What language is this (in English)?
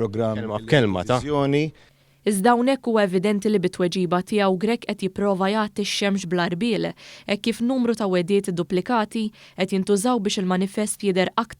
Maltese